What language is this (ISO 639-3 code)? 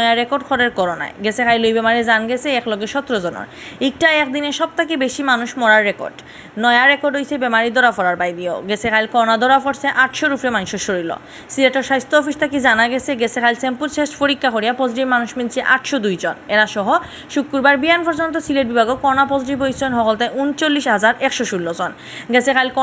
syl